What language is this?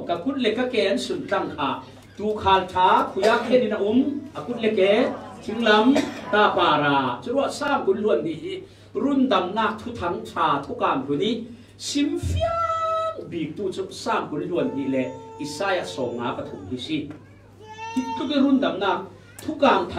Falam Chin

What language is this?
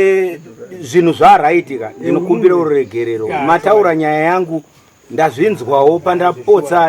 Shona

